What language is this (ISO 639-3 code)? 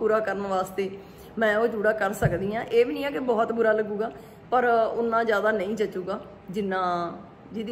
pan